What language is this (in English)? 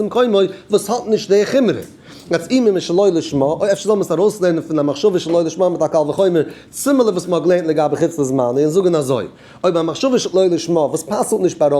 Yiddish